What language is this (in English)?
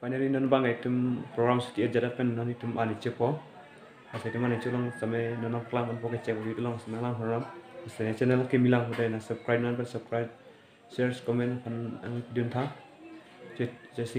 Karbi